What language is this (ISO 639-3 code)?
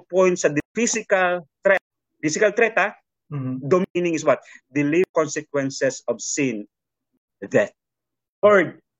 fil